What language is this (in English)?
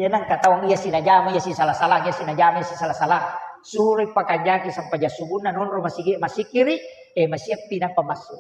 Buginese